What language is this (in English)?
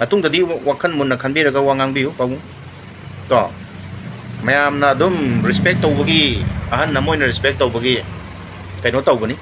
Manipuri